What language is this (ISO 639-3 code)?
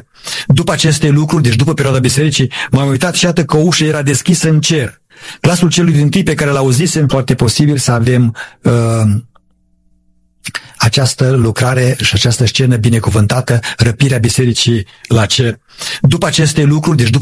ron